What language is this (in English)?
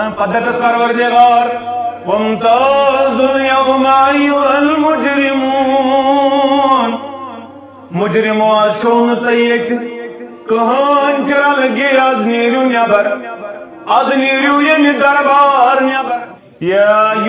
Kashmiri